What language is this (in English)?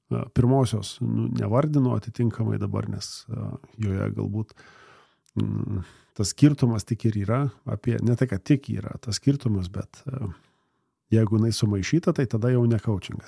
Lithuanian